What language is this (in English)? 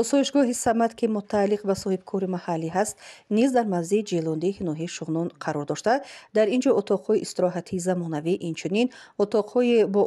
Tajik